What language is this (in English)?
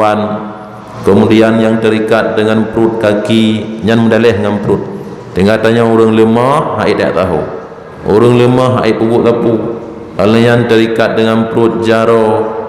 Achinese